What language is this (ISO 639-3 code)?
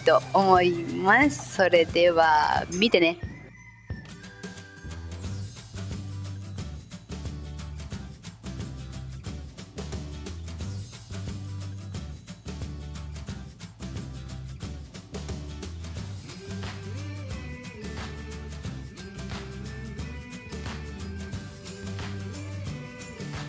jpn